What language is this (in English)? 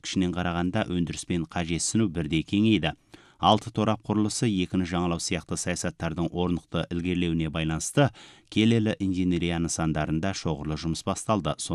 Kazakh